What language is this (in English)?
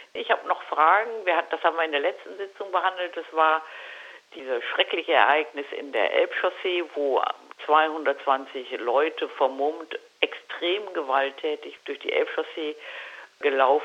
German